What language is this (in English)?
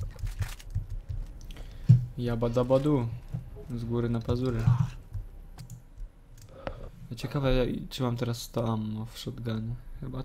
Polish